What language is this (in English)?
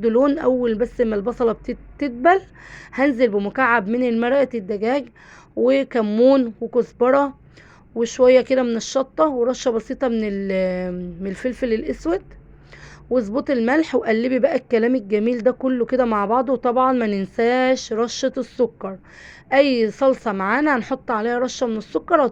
Egyptian Arabic